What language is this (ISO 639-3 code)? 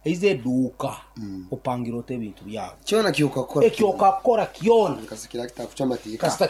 nyo